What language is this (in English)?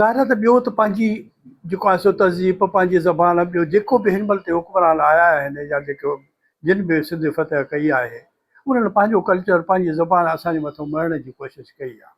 Sindhi